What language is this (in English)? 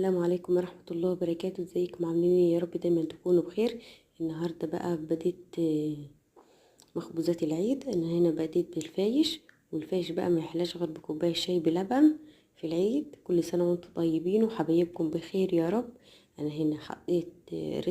Egyptian Arabic